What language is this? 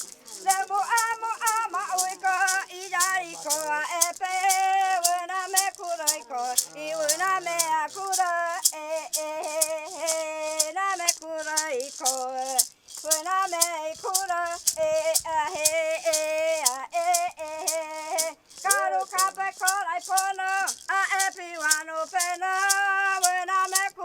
Guajajára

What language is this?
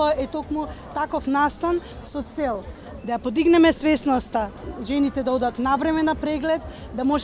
Macedonian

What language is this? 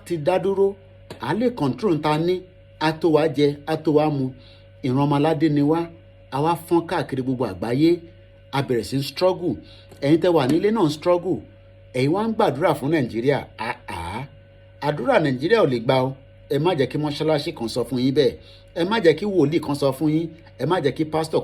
Yoruba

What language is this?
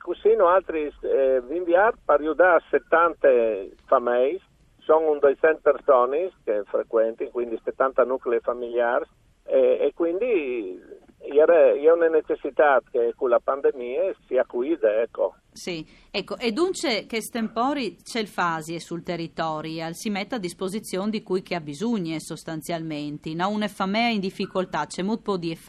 Friulian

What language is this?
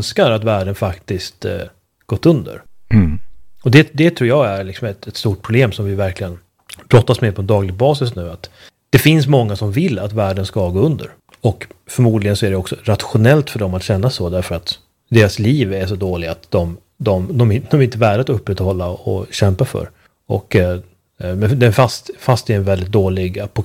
Swedish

